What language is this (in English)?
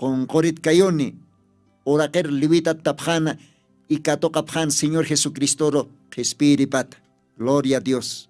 Aymara